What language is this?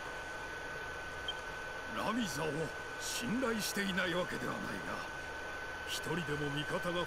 Japanese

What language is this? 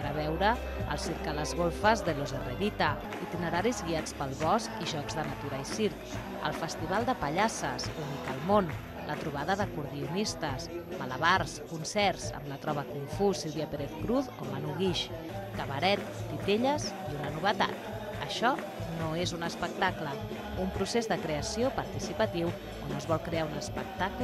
Catalan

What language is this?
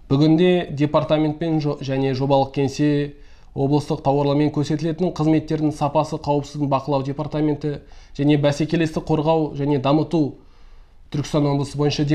Kazakh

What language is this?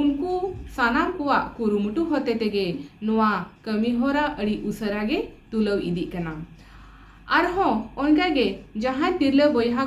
Santali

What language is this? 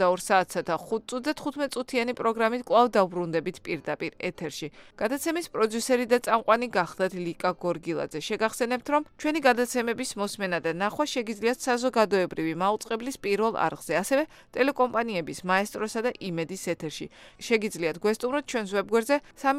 Georgian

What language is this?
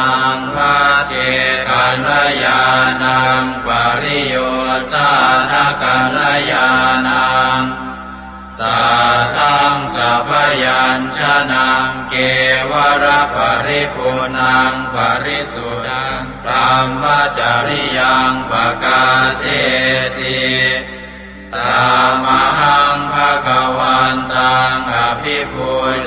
Pali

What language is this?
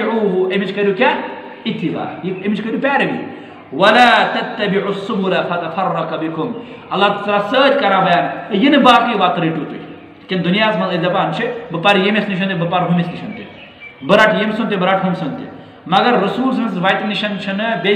Kashmiri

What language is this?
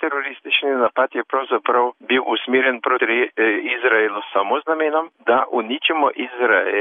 Slovenian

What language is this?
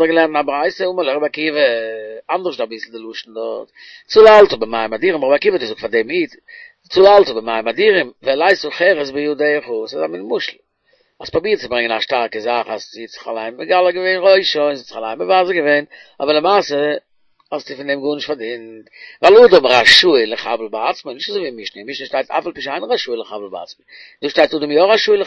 Yiddish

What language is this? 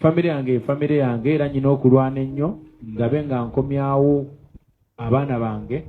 Ganda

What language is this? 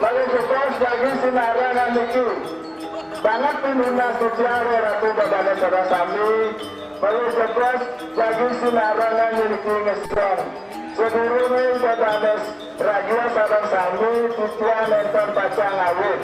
Balinese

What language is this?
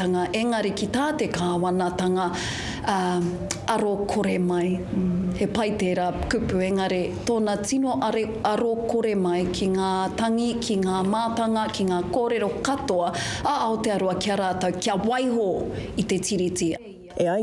Māori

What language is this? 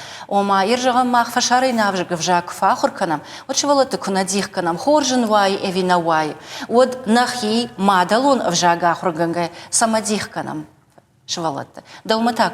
Ossetic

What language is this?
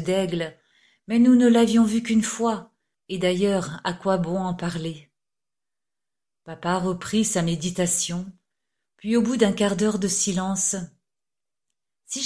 French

